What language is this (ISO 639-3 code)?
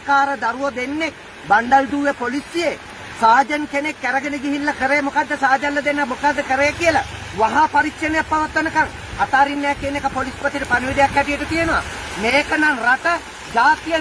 sin